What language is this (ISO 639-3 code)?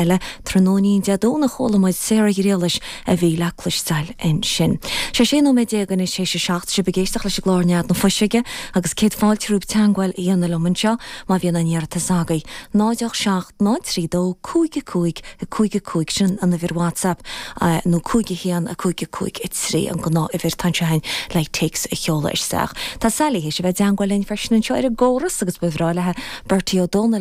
gle